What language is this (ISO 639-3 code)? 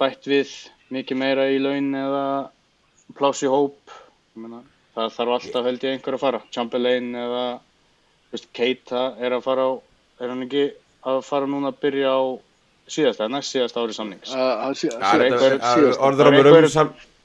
isl